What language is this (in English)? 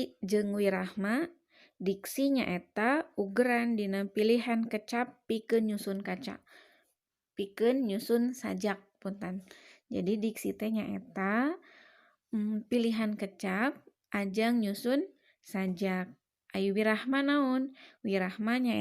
Sundanese